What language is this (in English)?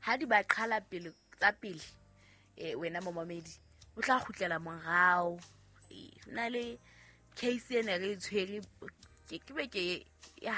Southern Sotho